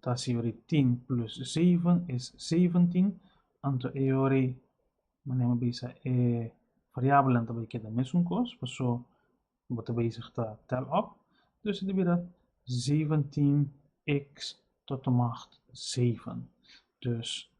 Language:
Papiamento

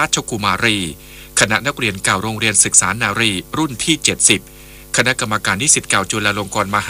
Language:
Thai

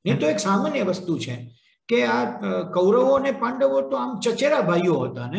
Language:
Gujarati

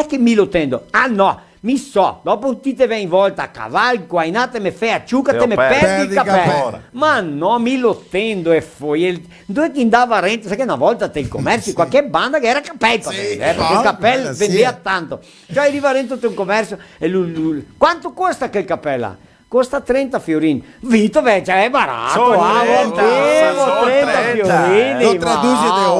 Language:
Venetian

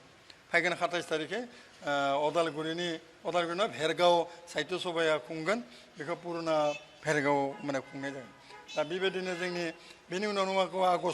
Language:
Bodo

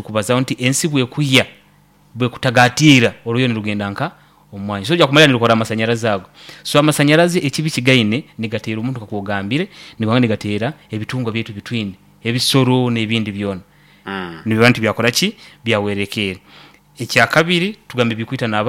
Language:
Nyankole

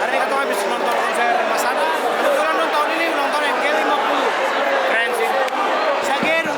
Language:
Ambonese Malay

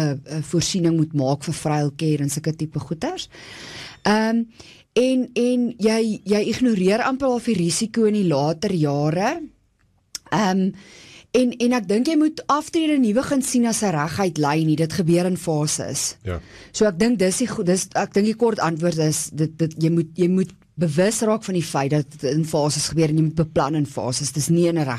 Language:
Afrikaans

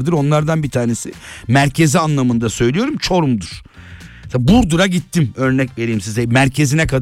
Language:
Turkish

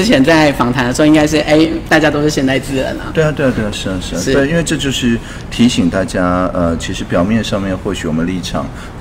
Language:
Chinese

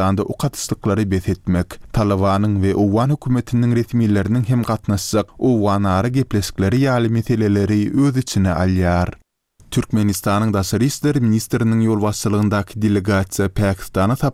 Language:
Turkmen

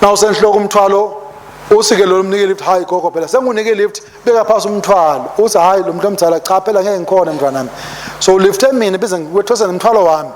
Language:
Swati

